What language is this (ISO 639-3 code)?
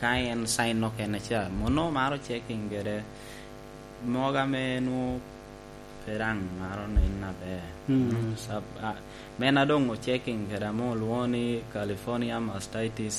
laj